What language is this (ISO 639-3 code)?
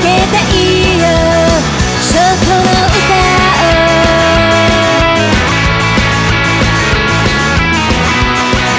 jpn